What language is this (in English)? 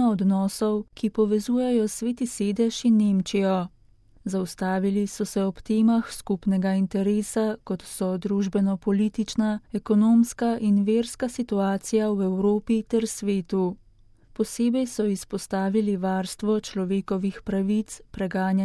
Slovenian